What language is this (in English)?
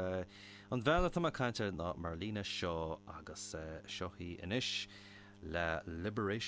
Irish